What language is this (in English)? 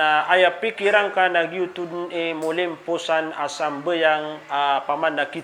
Maranao